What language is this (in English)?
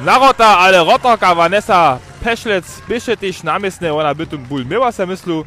Upper Sorbian